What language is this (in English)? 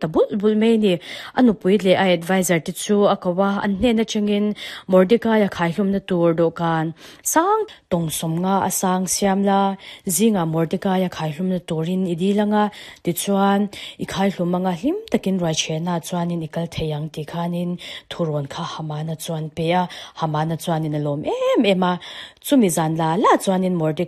Mizo